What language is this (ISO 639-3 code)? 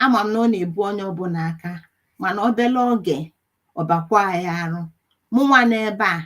ibo